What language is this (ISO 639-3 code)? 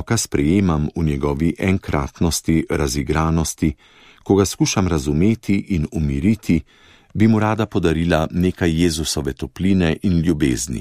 slv